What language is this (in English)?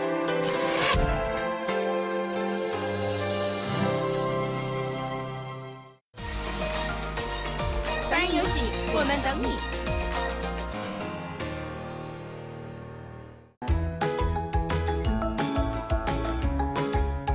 Chinese